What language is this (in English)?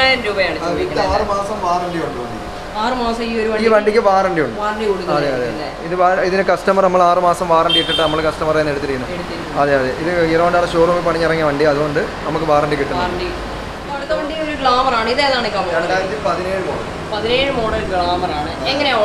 Malayalam